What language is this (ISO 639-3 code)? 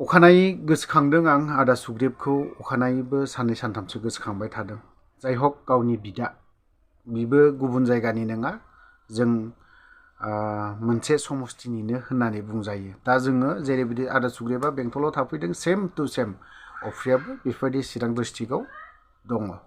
brx